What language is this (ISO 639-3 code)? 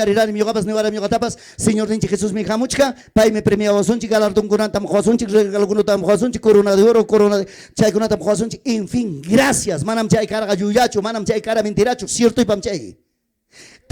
quy